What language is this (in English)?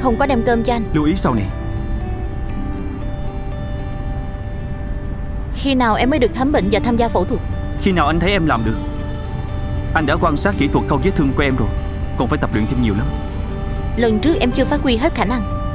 Vietnamese